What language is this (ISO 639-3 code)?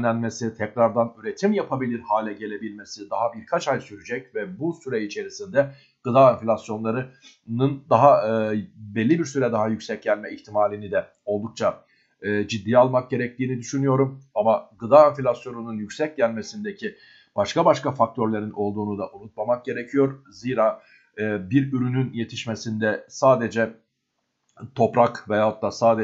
tur